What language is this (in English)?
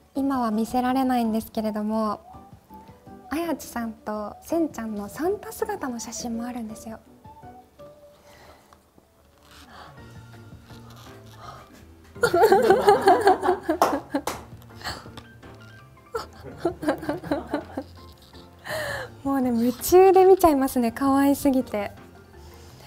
Japanese